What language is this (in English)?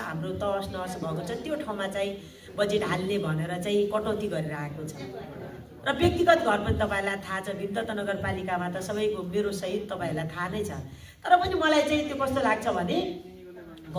Nepali